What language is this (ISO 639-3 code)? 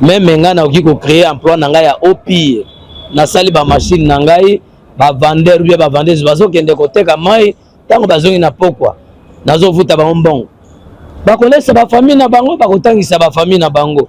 lin